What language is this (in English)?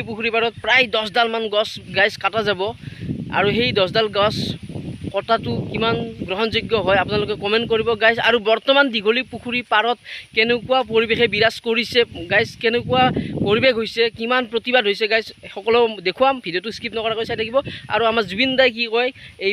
Assamese